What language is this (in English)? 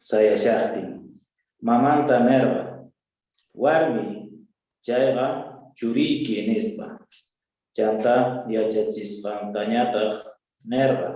Quechua